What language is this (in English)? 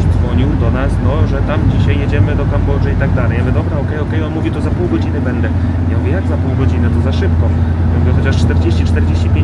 Polish